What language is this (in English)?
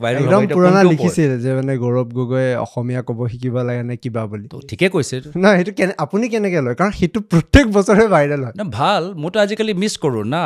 Assamese